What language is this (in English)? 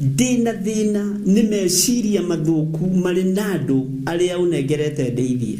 Kikuyu